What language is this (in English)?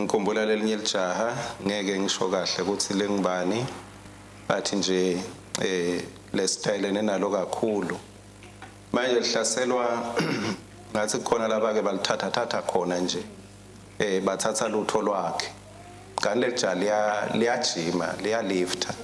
Swati